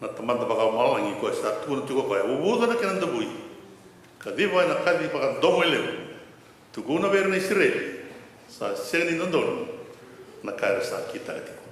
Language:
Fijian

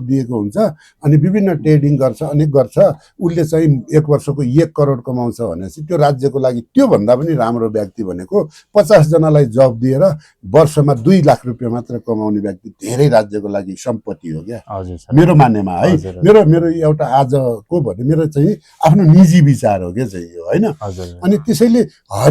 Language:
Nepali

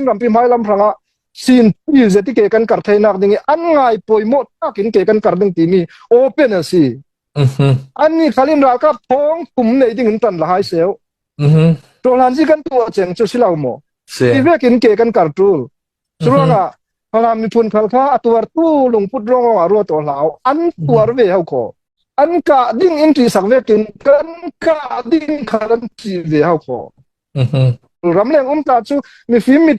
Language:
Hakha Chin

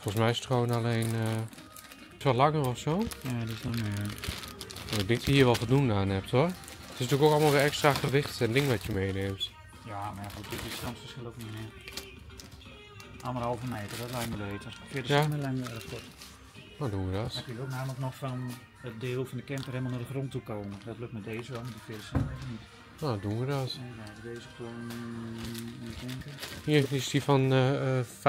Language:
Dutch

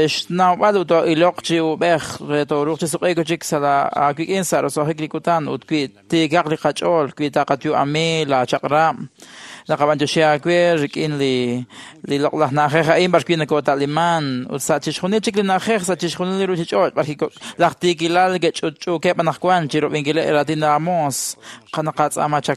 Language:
Kekchí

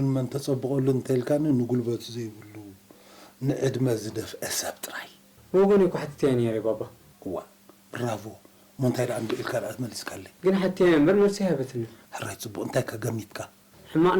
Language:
Tigrinya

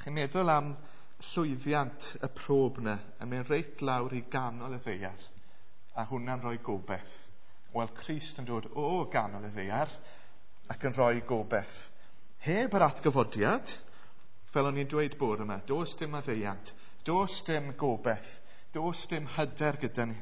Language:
Welsh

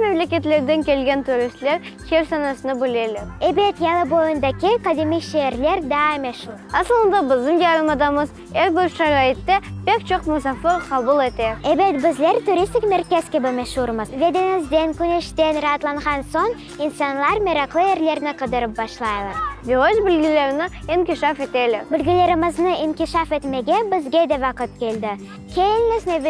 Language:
Crimean Tatar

